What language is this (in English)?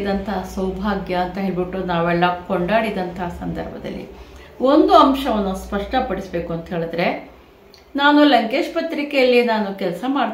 Kannada